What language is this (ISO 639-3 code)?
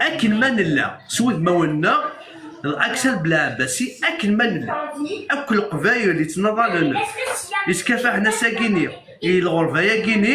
kab